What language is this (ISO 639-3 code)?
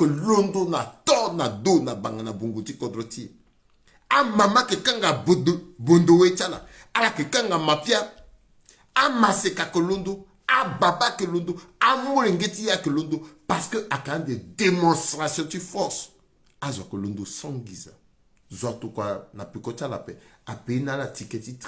sag